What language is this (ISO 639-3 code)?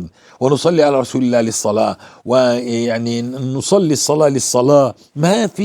apc